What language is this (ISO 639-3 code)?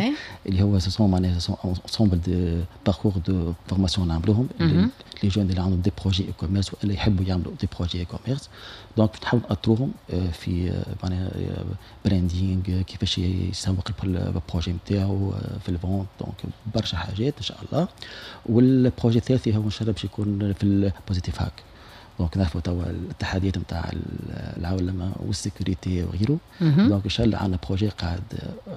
aeb